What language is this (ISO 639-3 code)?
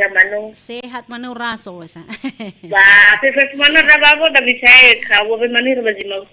nia